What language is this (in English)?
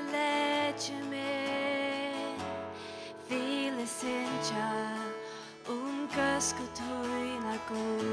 Faroese